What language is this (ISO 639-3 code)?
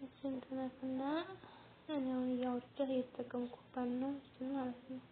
amh